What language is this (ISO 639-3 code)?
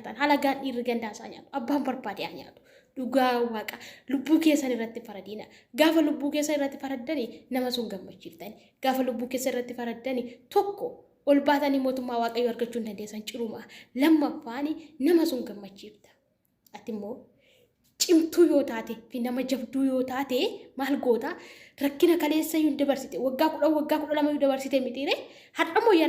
orm